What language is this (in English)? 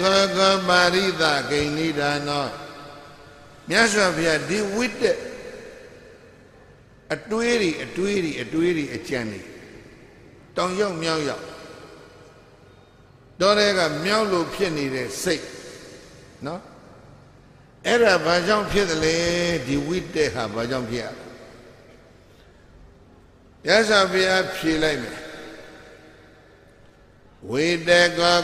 Burmese